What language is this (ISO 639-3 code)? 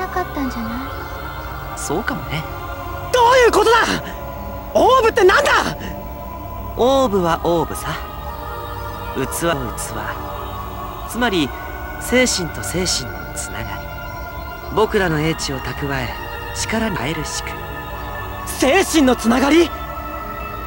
jpn